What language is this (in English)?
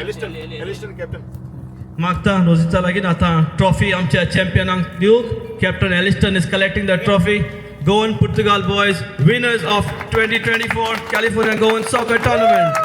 Konkani